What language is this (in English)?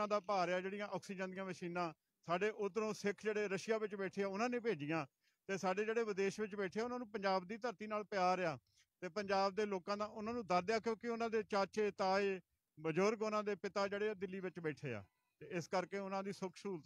Punjabi